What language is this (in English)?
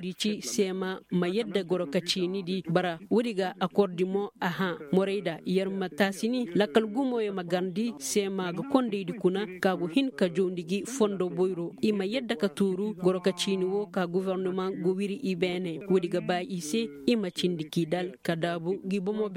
Koyraboro Senni